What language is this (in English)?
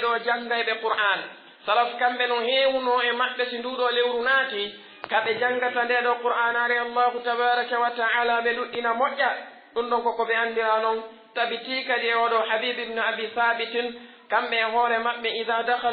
Pular